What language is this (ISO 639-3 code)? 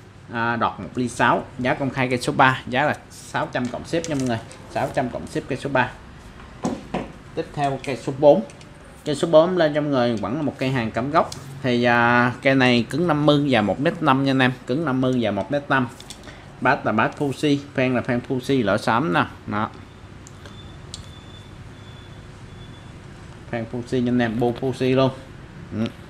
vie